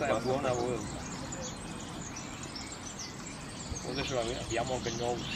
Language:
Italian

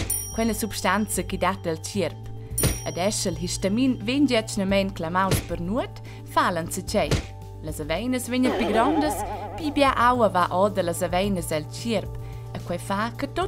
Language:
Romansh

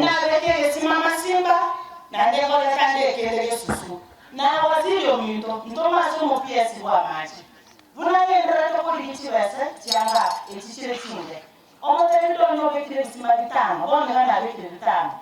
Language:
Gusii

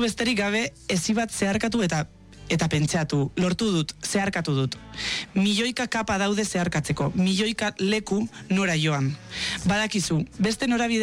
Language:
Basque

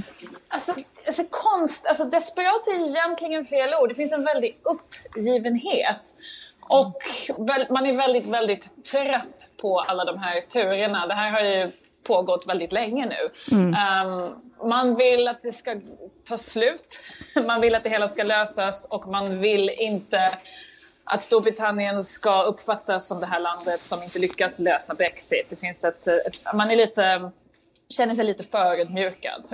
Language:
Swedish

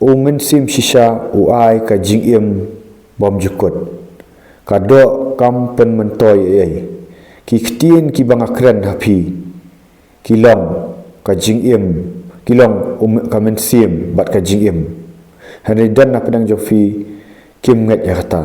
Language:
Khasi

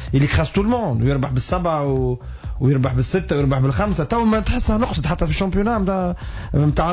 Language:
Tunisian Arabic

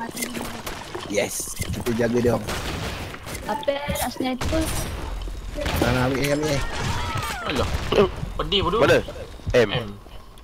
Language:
Malay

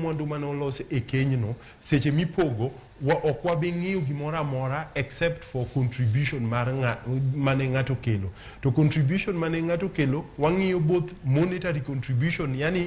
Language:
Luo (Kenya and Tanzania)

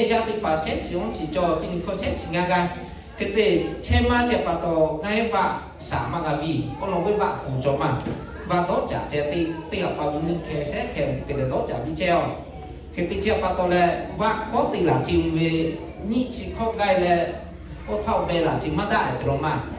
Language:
Lahu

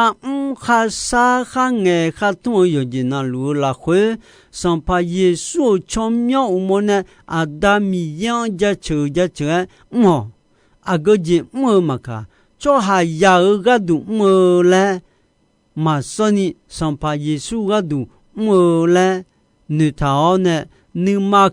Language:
Akha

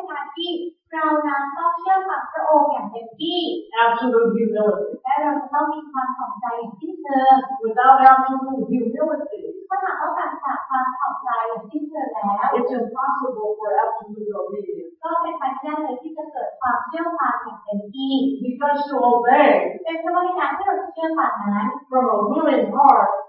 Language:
Thai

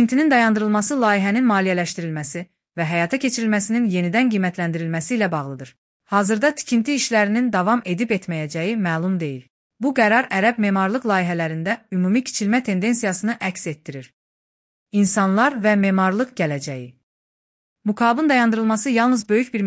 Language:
Azerbaijani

